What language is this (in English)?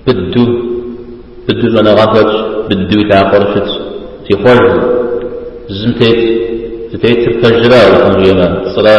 Kabardian